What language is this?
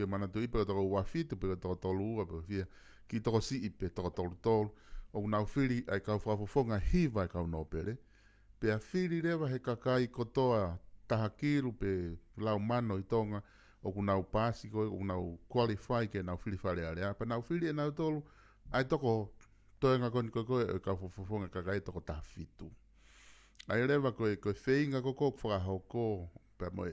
Tongan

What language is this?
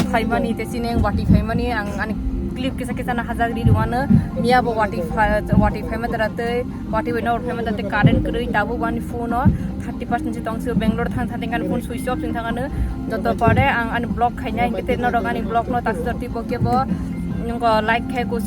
Kok Borok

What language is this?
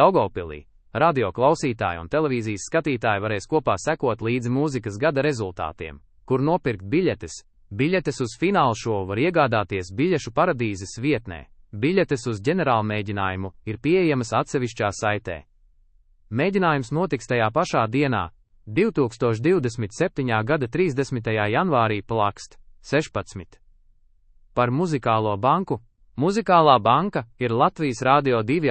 Latvian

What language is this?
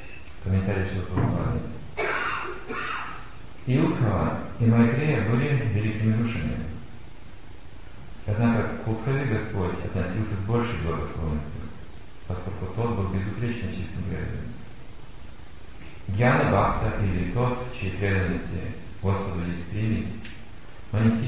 Russian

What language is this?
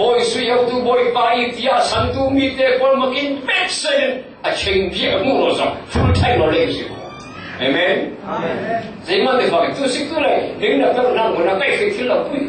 Falam Chin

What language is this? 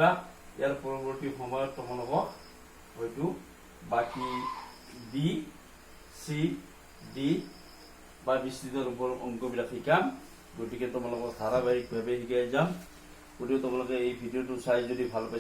Assamese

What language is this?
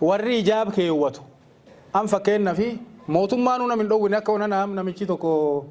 Oromo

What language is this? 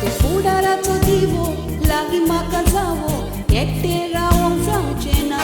Konkani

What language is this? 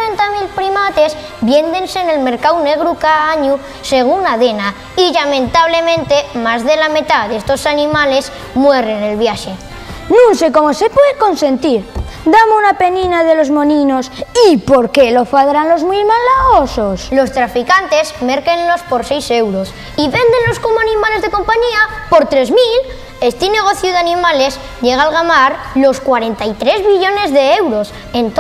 Asturian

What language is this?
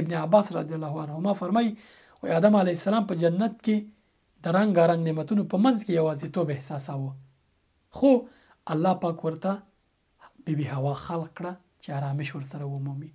Pashto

